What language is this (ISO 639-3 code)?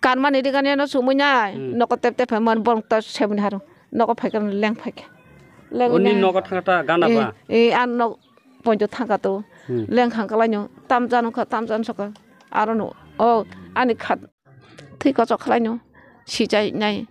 trp